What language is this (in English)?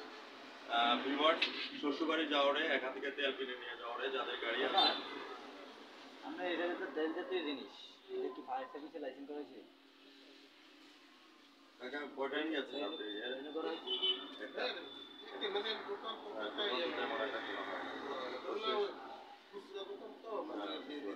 Bangla